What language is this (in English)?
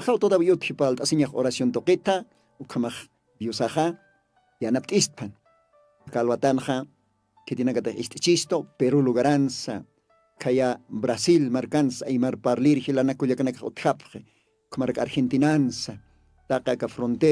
Aymara